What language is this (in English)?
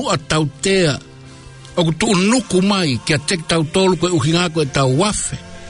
Tongan